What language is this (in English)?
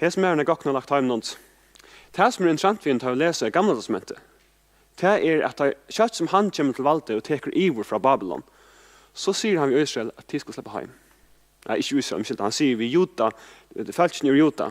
Faroese